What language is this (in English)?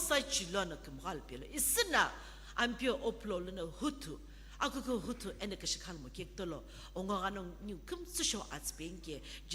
Sumi Naga